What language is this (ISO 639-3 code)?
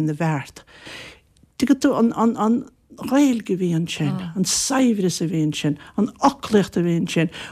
gle